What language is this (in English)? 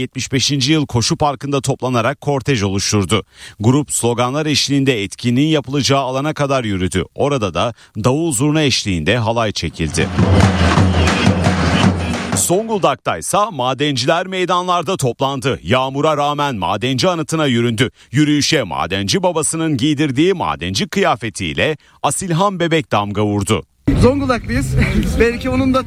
Turkish